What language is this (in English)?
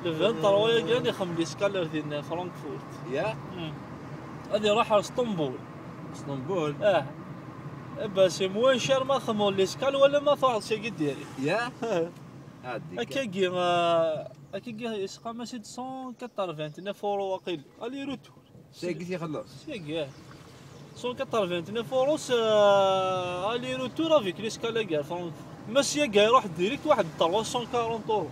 Kabyle